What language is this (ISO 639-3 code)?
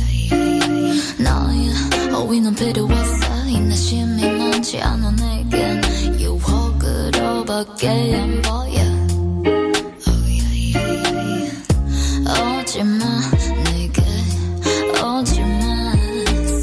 kor